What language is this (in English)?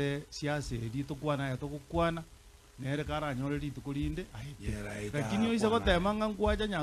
Gusii